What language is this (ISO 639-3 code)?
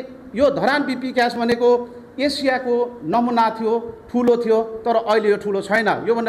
nep